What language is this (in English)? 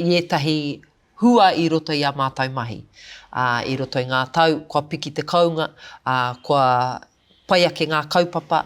Māori